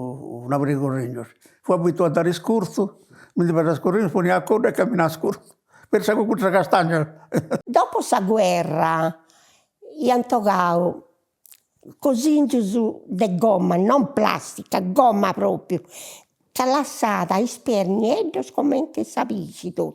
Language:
Sardinian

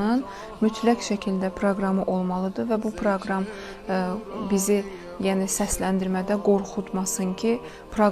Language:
Azerbaijani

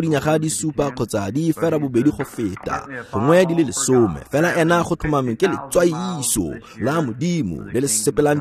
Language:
Tswana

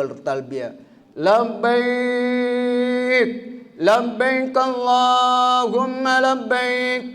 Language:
Buginese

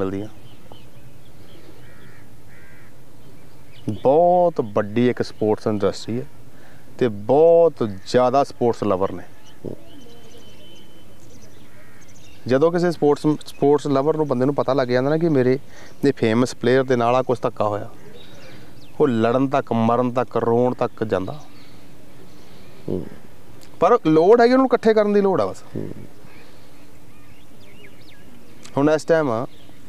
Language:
Punjabi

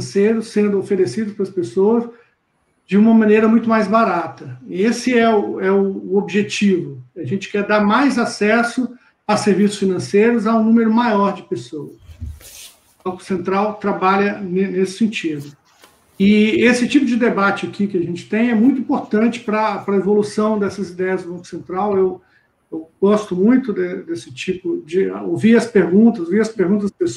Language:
Portuguese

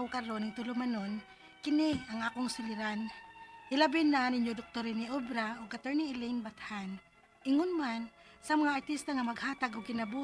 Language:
Cebuano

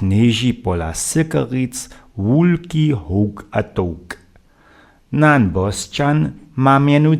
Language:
Upper Sorbian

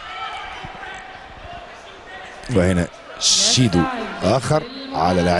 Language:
Egyptian Arabic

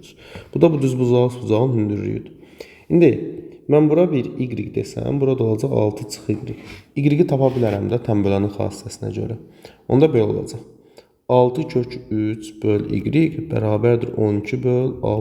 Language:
Azerbaijani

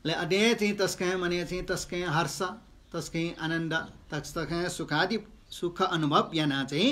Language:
Newari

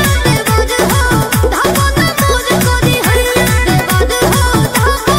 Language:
Bhojpuri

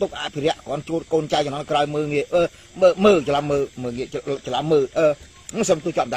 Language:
Khmer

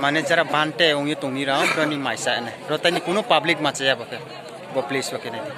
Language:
Kok Borok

